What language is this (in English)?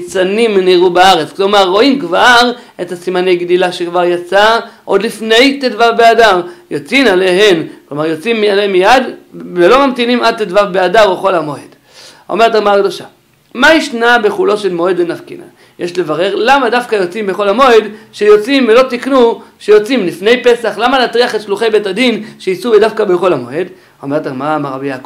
Hebrew